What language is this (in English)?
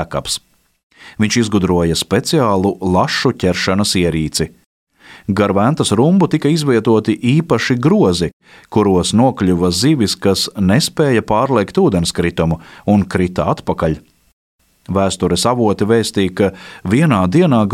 Latvian